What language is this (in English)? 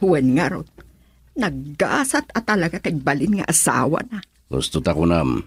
Iloko